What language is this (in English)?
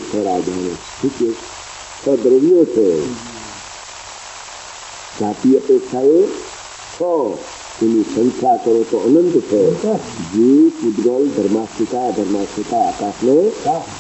Gujarati